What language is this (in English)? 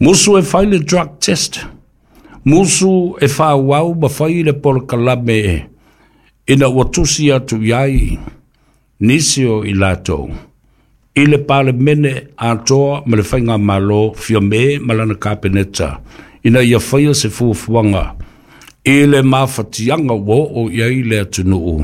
Samoan